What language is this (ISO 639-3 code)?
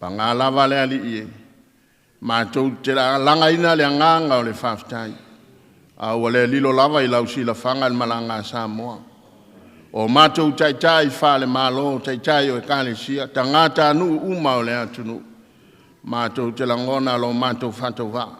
smo